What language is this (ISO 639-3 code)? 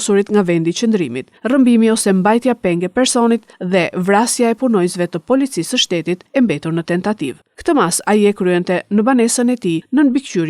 sqi